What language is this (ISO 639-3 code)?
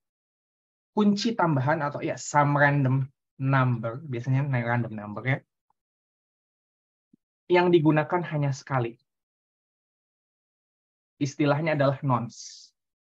ind